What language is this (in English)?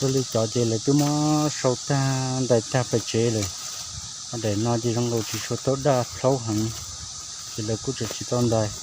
Hmong